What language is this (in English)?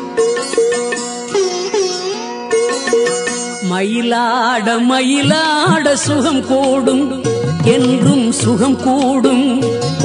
Tamil